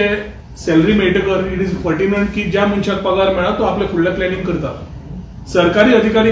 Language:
Konkani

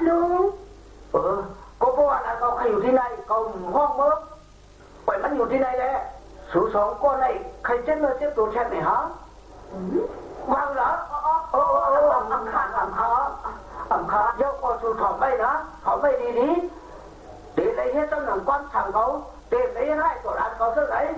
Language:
Shan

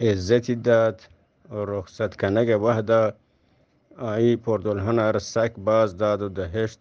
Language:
Eastern Balochi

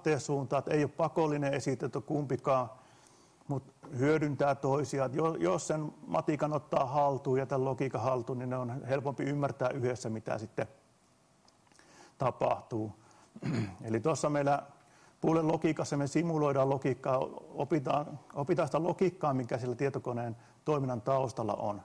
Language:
Finnish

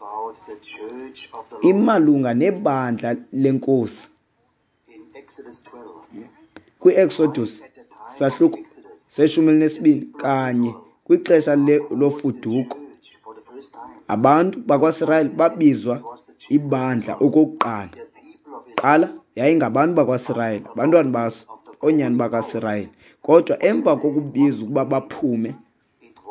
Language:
Xhosa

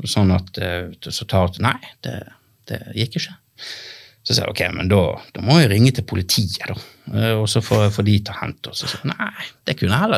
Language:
Norwegian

